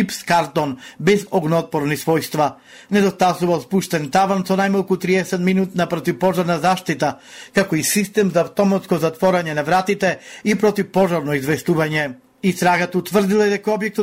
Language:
Macedonian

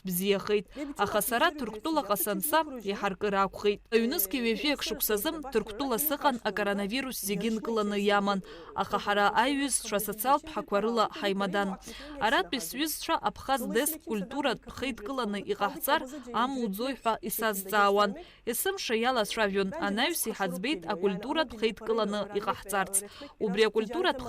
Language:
Abkhazian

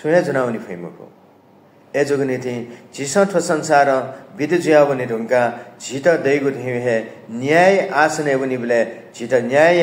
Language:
Newari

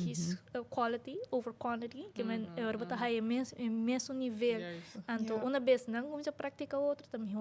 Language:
Papiamento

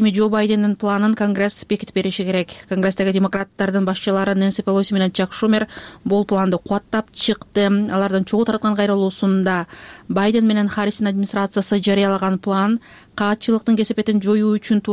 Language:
Kyrgyz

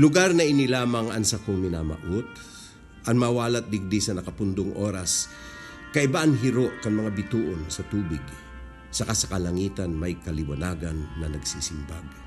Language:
Bikol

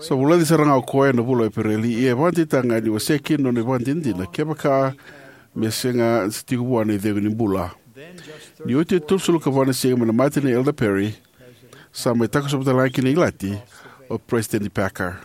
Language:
Fijian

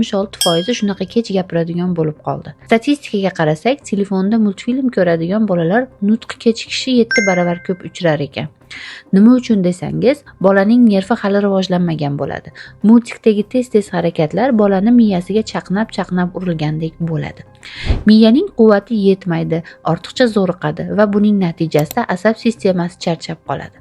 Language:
Uzbek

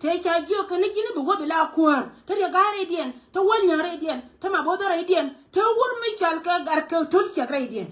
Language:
Nuer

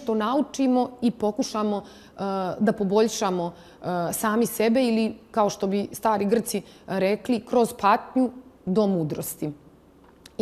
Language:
Serbian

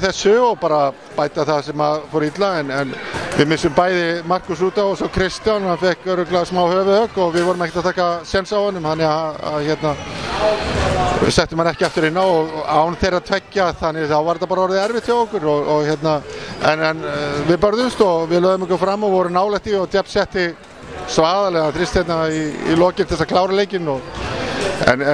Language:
Icelandic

